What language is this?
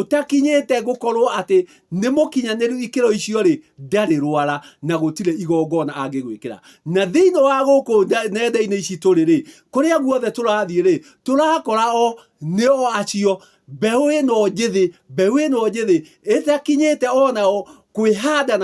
Kikuyu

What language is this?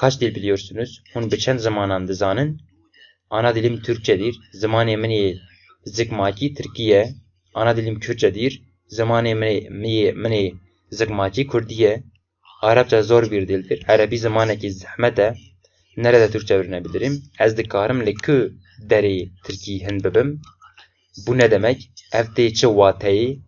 Kurdish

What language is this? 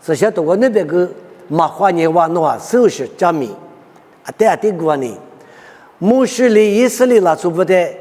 Lisu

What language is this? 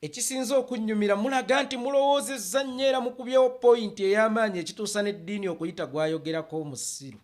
Ganda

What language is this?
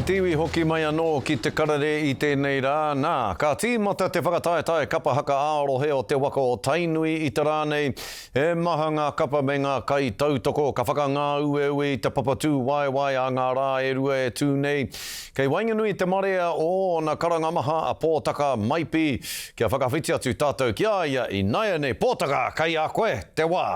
Māori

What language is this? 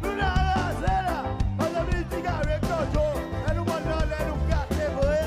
Seselwa Creole French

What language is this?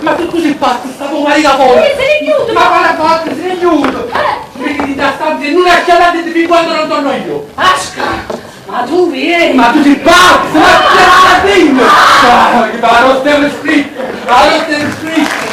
Neapolitan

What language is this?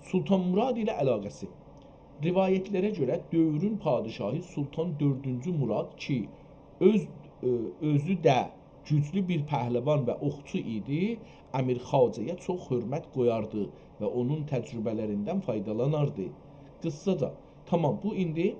South Azerbaijani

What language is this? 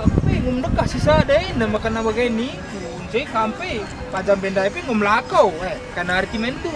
Batak Karo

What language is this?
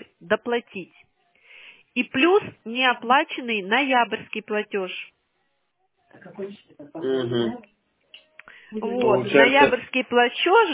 Russian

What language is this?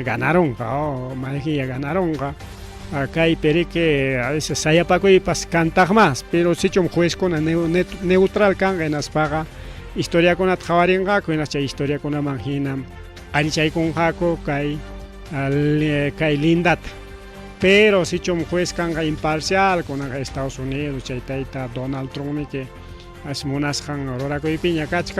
Ayacucho Quechua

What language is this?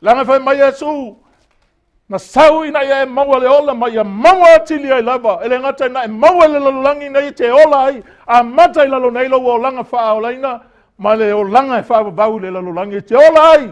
Samoan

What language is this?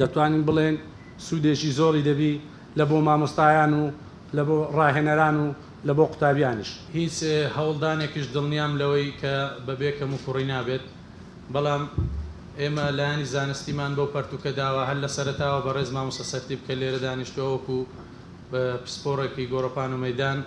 Central Kurdish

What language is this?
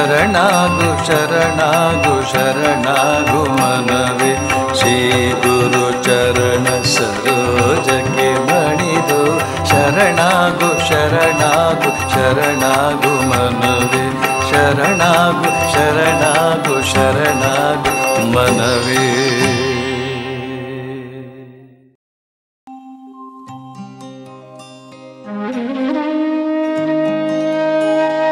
Kannada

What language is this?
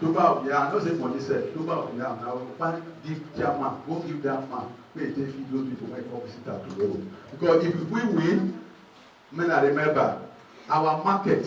Nigerian Pidgin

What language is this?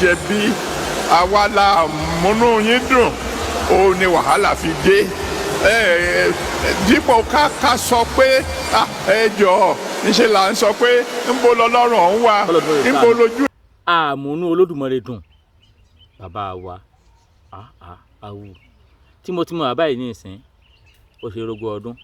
Yoruba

